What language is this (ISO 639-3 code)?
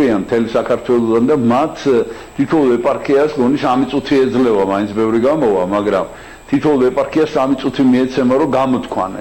kat